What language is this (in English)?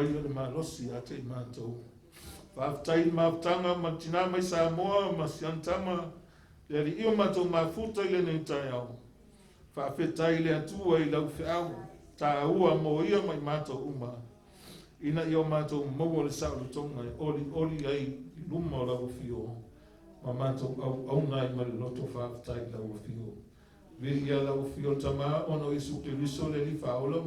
Samoan